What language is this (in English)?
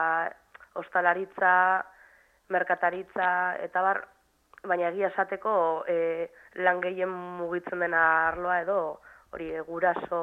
Basque